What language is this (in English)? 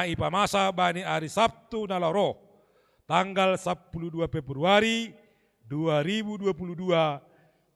Batak Simalungun